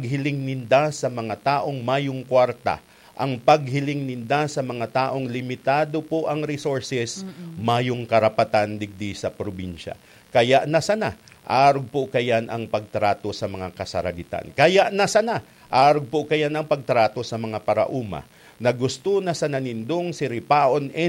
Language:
Bikol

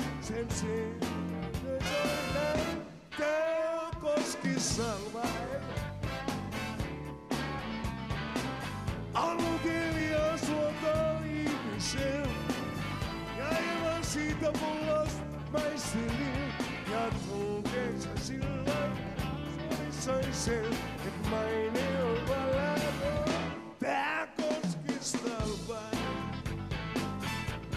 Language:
Finnish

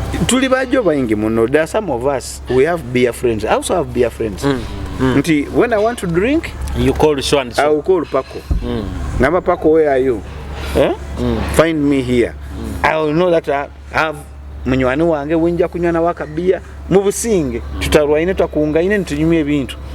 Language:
Nyoro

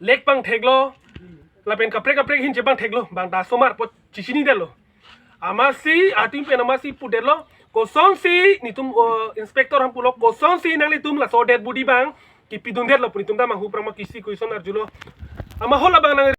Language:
Karbi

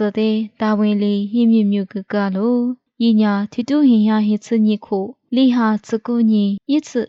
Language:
Lisu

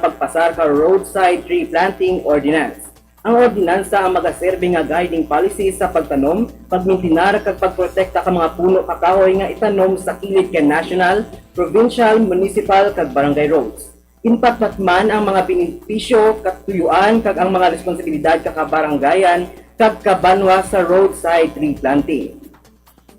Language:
Hiligaynon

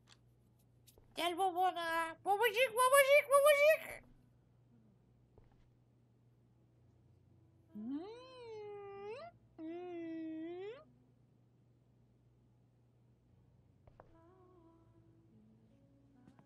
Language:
Turkish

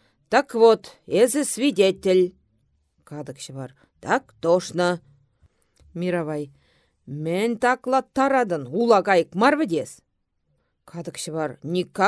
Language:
Chuvash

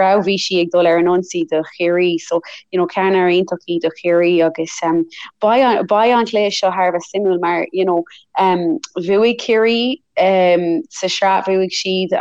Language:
Irish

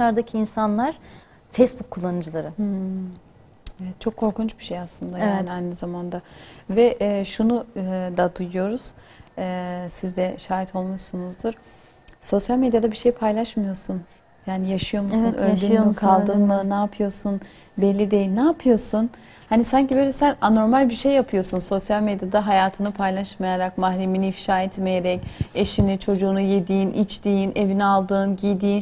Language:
Turkish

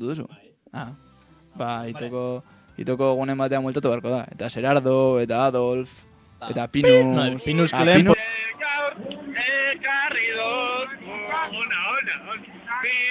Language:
Basque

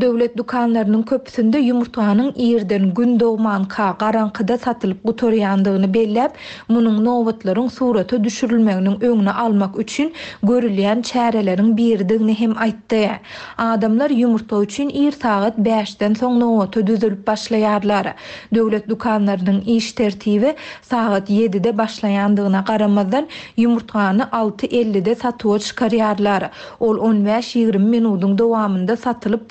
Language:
Turkmen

